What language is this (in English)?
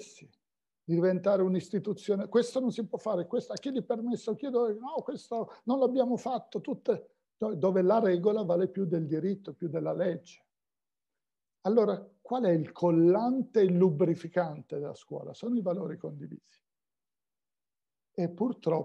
Italian